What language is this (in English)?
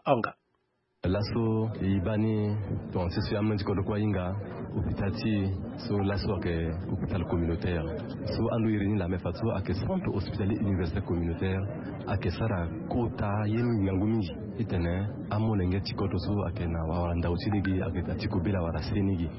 Sango